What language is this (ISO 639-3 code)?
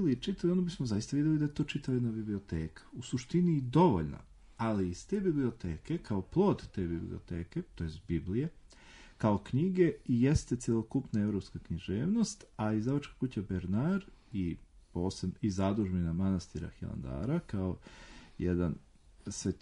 srp